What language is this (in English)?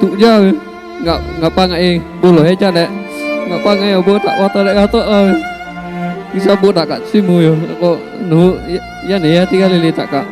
Lahu